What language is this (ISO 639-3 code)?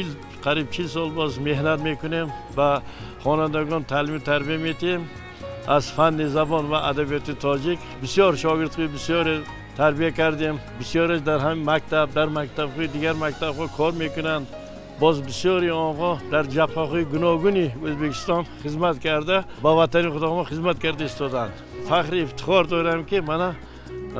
tgk